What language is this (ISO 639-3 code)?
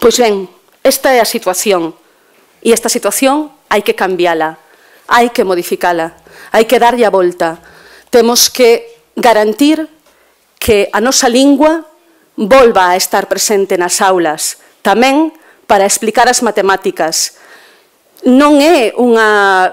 glg